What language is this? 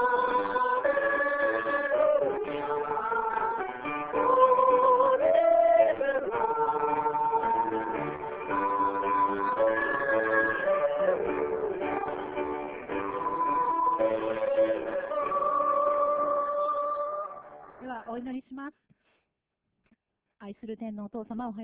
Japanese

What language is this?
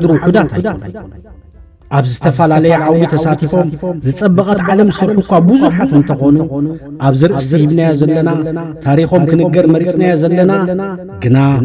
Tigrinya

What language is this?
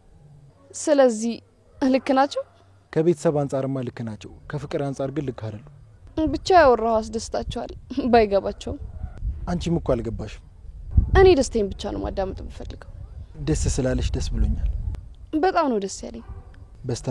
Amharic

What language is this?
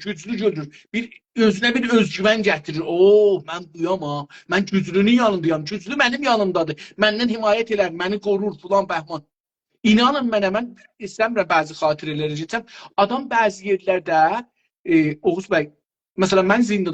South Azerbaijani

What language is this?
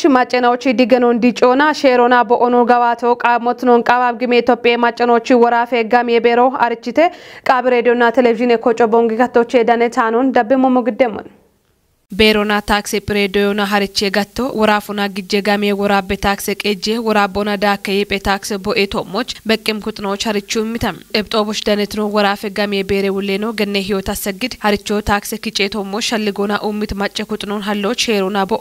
Kafa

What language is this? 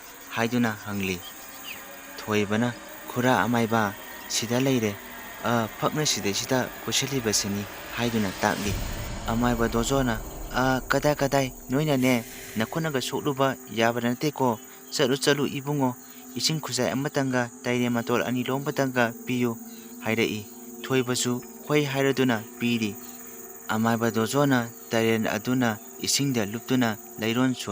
Manipuri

